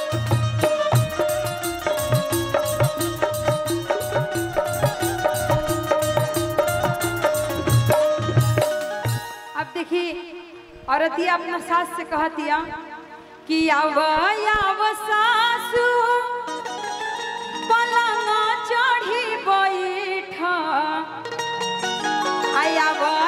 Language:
Bhojpuri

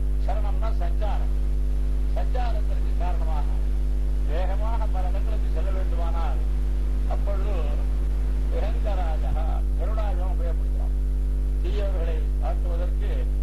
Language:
Tamil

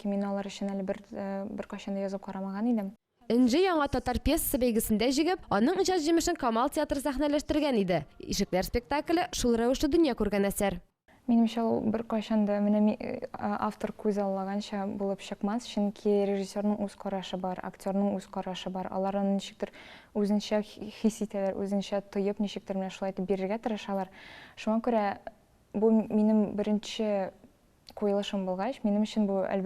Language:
Tatar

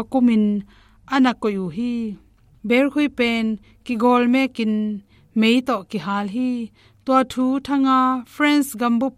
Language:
Tedim Chin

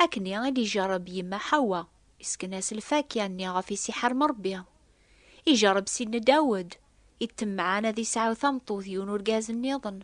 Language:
Kabyle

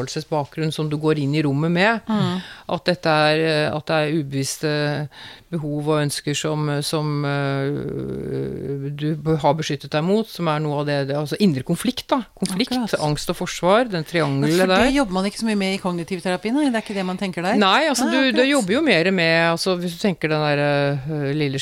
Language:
Norwegian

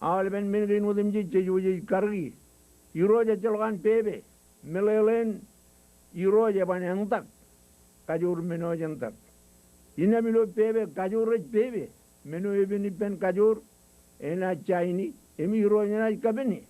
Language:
Marshallese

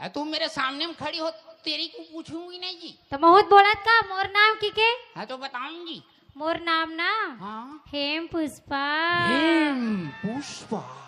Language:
Chhattisgarhi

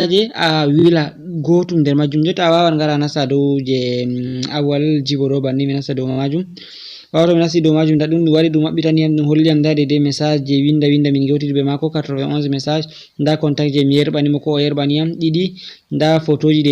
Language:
Fula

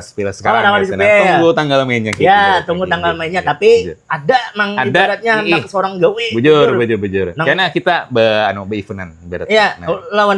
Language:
Banjar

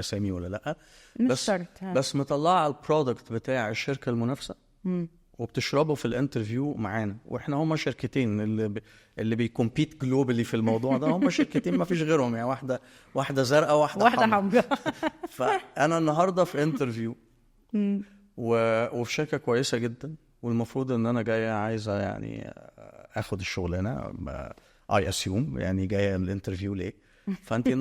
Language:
Egyptian Arabic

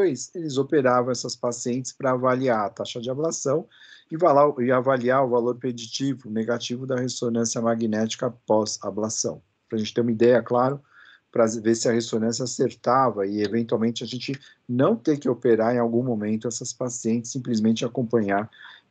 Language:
Portuguese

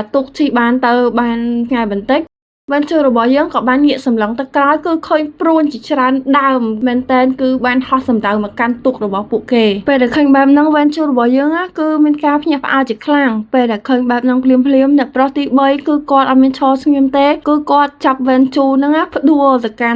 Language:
Khmer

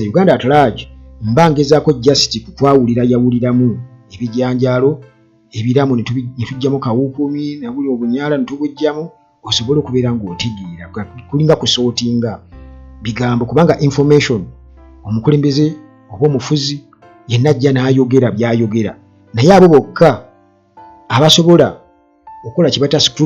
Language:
Ganda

